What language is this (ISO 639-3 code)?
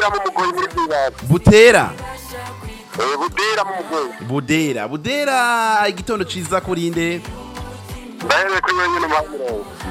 run